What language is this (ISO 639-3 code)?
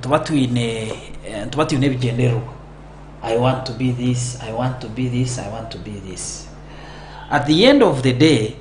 nyn